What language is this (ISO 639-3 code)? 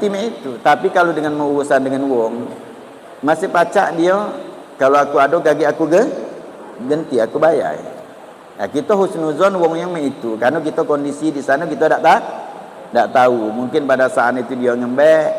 mui